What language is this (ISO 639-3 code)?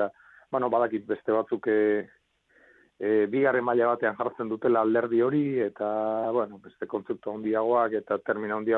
eus